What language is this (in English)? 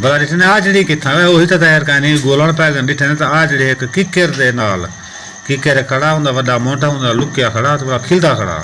Saraiki